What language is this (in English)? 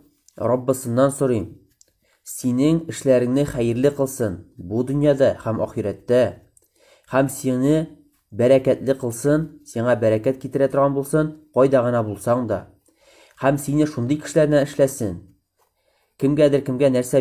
Tatar